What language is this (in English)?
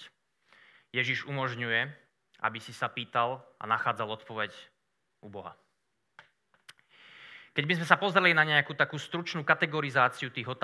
Slovak